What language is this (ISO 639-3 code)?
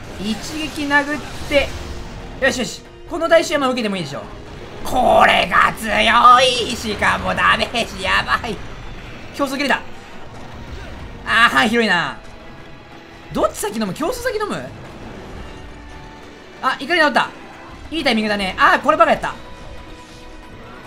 jpn